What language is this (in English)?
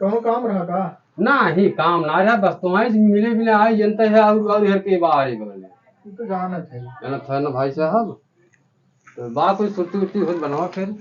Awadhi